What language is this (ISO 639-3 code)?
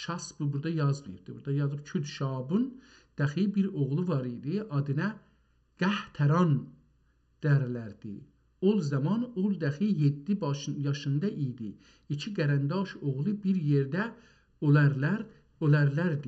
azb